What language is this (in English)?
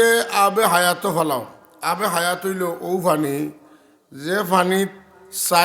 Sylheti